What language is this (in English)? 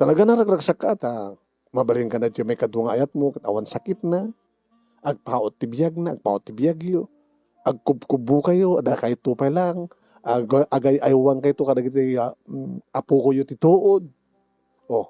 Iloko